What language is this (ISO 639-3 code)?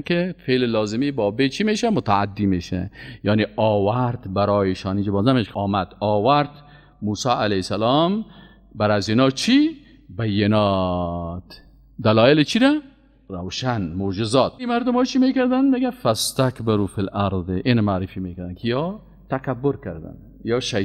fas